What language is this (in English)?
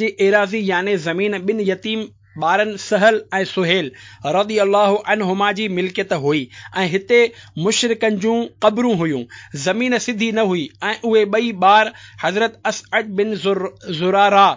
Sindhi